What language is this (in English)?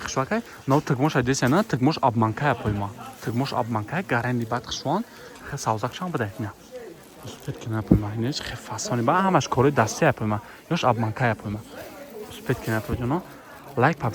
Tajik